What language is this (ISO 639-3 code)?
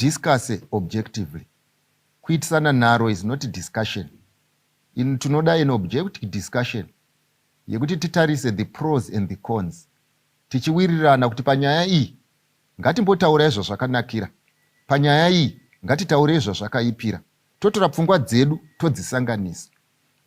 sna